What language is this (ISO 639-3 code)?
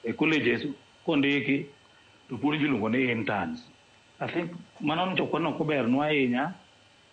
luo